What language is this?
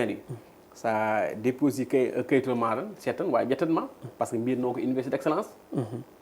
Fula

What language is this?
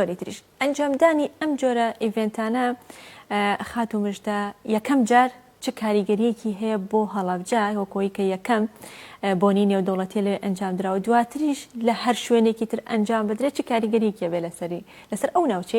Central Kurdish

